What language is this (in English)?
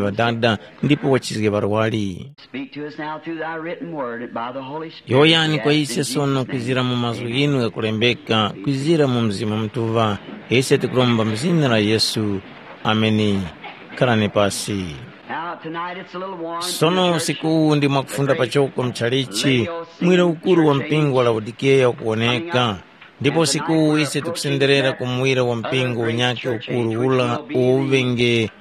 Tumbuka